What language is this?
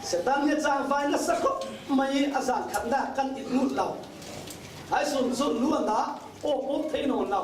Falam Chin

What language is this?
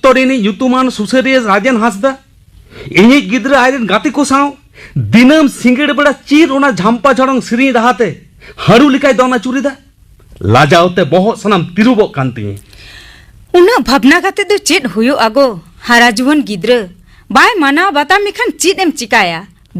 Santali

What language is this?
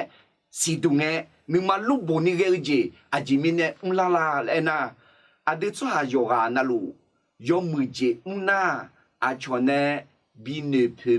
Akha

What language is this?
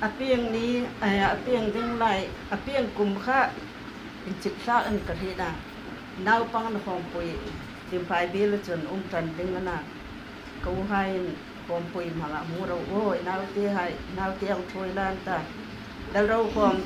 Hmar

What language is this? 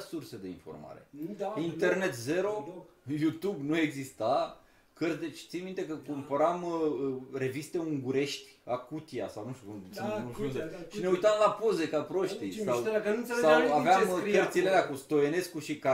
Romanian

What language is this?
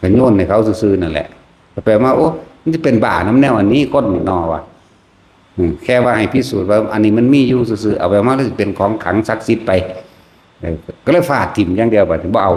Northeastern Thai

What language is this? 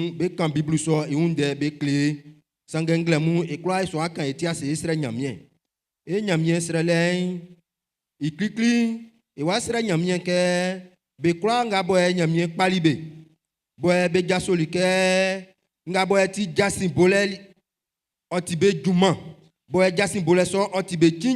Baoulé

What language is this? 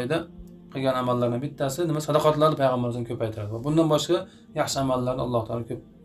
Uzbek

